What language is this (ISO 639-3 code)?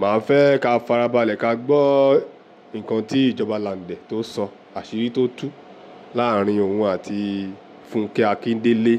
yor